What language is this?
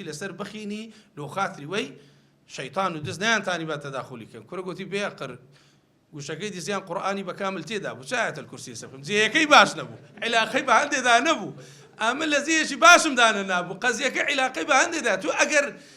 Central Kurdish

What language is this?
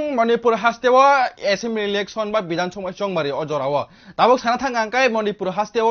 Kok Borok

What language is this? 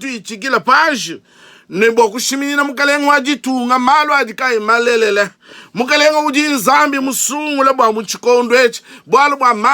Luba-Lulua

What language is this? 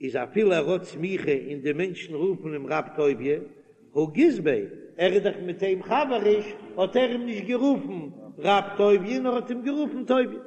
Yiddish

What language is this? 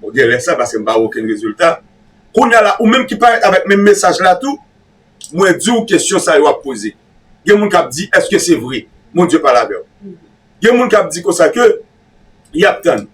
Haitian Creole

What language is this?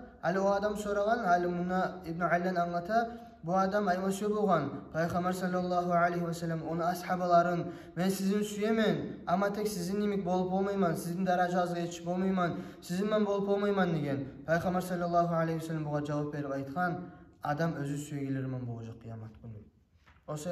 Kumyk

